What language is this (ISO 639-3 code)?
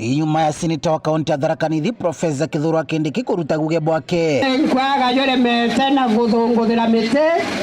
mer